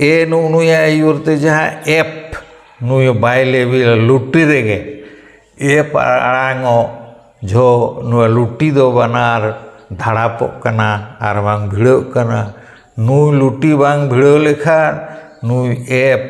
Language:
Santali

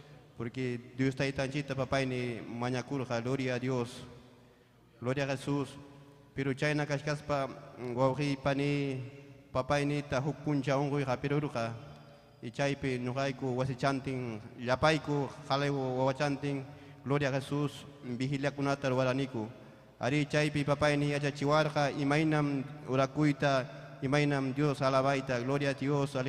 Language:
Ayacucho Quechua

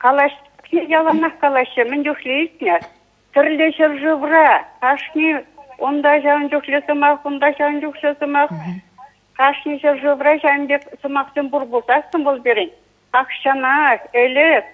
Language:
Chuvash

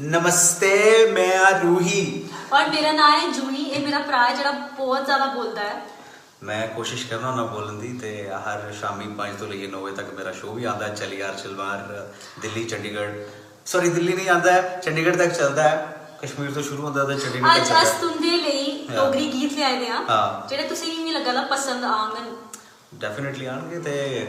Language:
Dogri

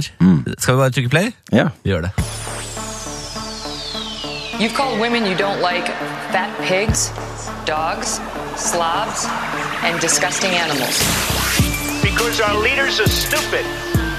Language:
Norwegian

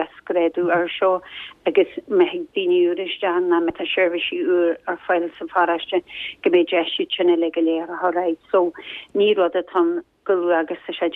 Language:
Irish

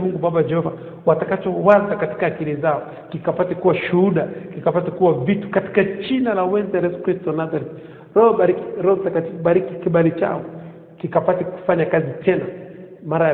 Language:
Swahili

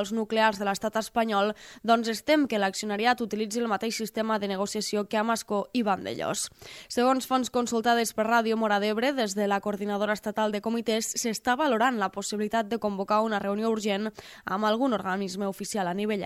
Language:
Catalan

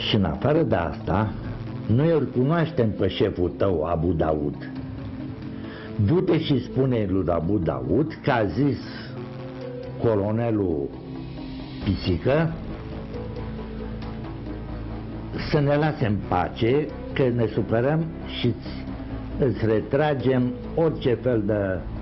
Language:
Romanian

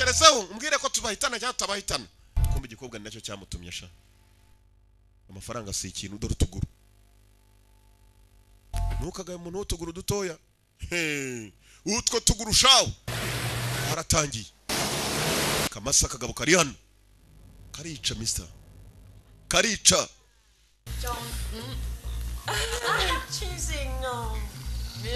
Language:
Kinyarwanda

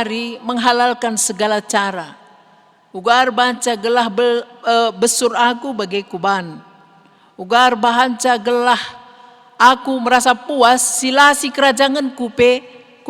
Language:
Batak Karo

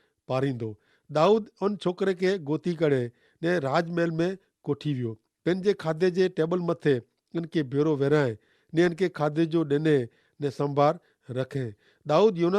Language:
Kachhi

